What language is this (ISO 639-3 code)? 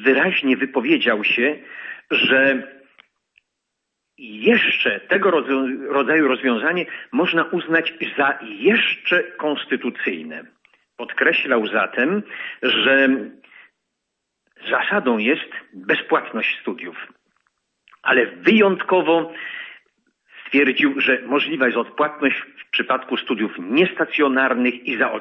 pol